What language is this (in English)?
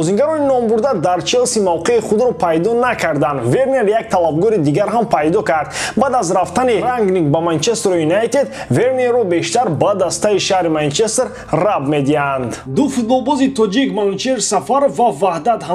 Tajik